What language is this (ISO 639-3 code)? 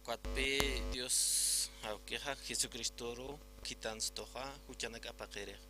aym